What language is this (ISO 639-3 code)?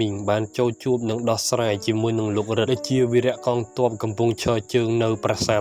khm